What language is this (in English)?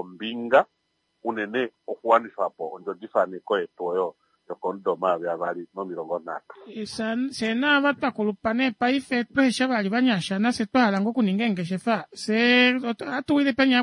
Kuanyama